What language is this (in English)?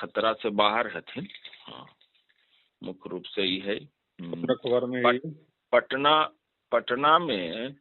Magahi